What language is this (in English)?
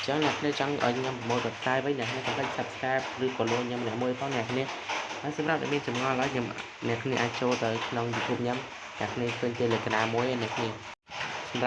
Khmer